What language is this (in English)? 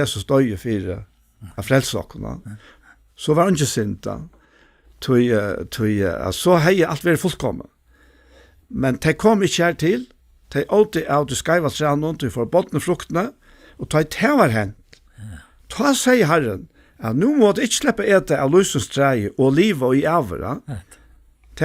Faroese